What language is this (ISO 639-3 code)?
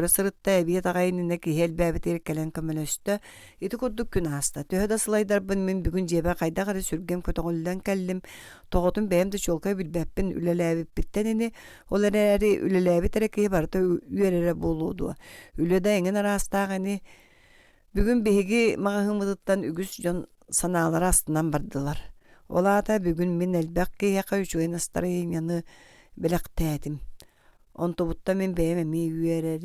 sah